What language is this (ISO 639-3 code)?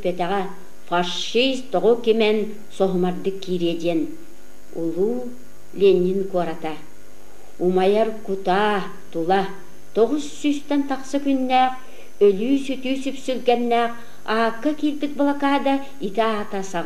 sah